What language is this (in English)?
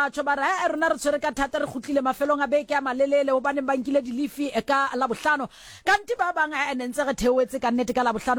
Southern Sotho